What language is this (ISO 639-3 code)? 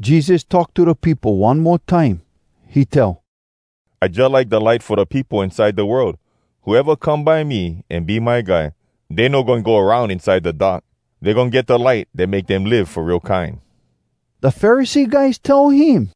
hwc